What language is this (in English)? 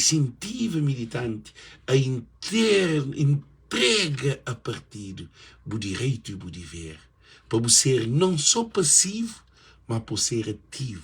Kabuverdianu